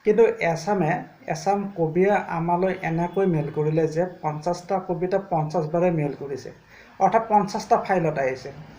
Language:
Assamese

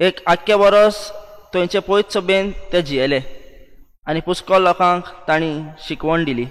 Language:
Konkani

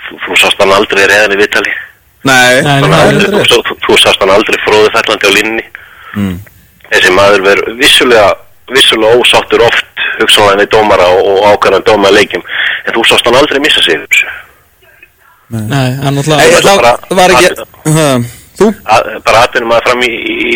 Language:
Icelandic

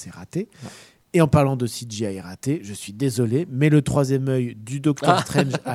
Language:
French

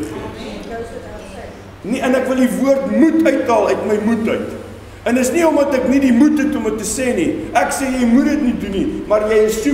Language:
Afrikaans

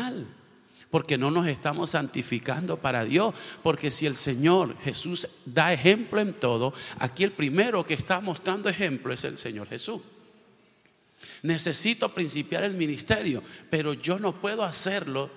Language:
Spanish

